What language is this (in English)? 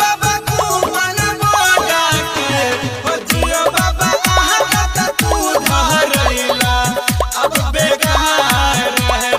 Maithili